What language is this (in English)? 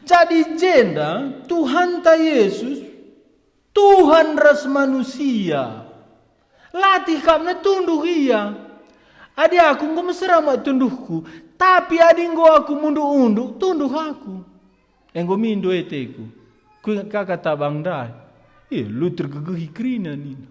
Batak Karo